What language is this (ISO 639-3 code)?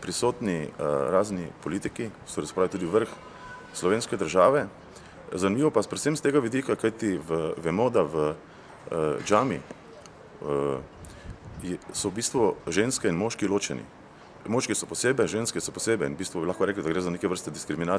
slv